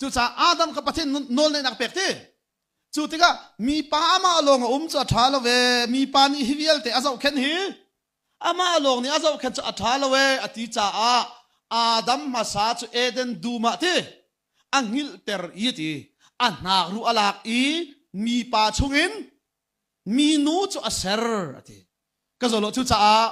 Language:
Hakha Chin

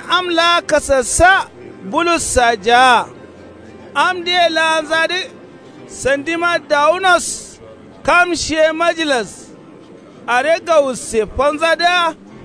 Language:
Kanuri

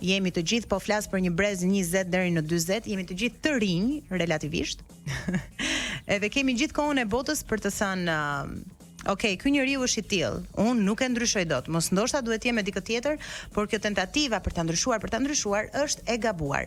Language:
Albanian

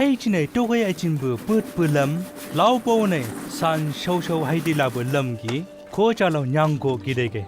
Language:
Chang Naga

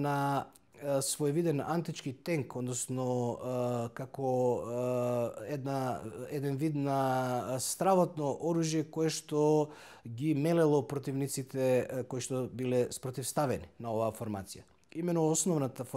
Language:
Macedonian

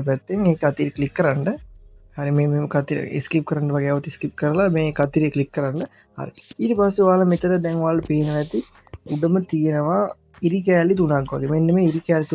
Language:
Sinhala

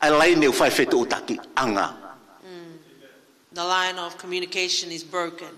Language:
Tongan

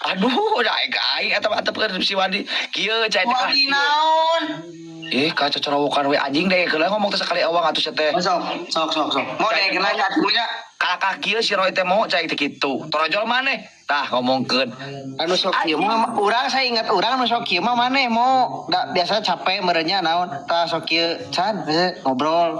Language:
Sundanese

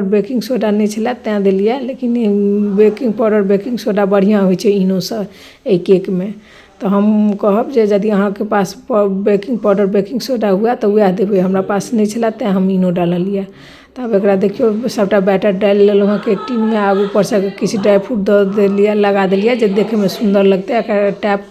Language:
Maithili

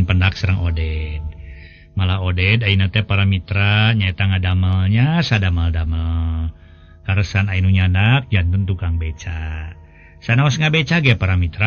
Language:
Sundanese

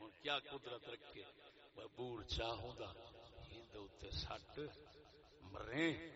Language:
Saraiki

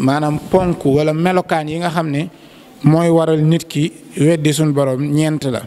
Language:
Wolof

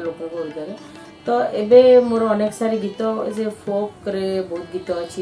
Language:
Odia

